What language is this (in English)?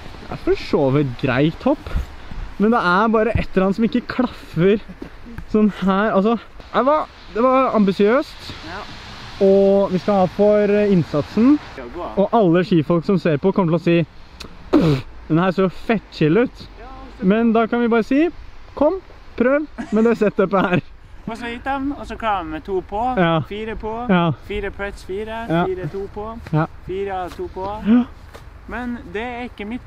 Norwegian